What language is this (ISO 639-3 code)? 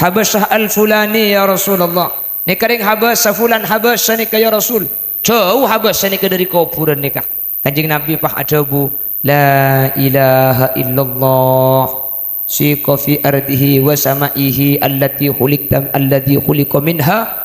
mad